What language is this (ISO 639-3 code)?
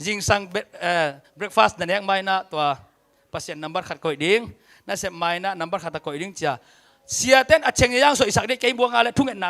ctd